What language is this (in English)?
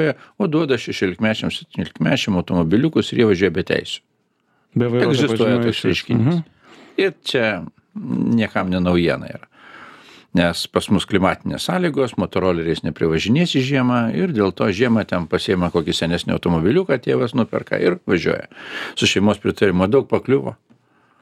Lithuanian